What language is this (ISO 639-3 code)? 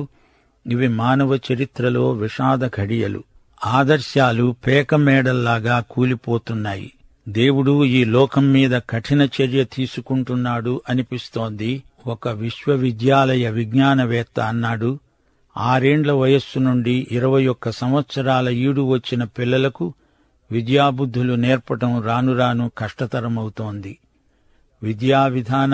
tel